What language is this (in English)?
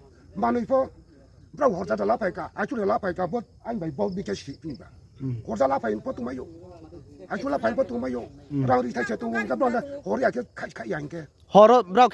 Riang (India)